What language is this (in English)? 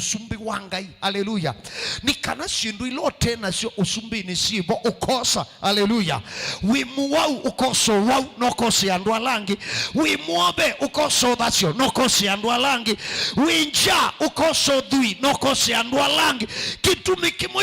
Kamba